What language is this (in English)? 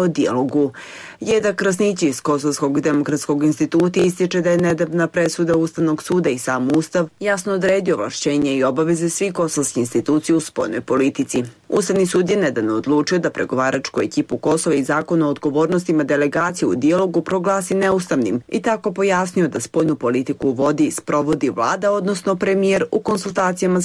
Serbian